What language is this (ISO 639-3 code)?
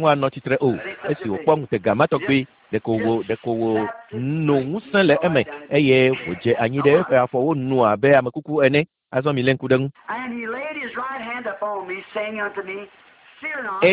ewe